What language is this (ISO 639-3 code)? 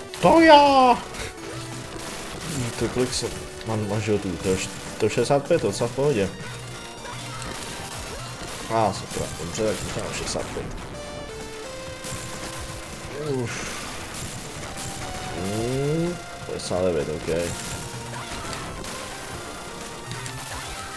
ces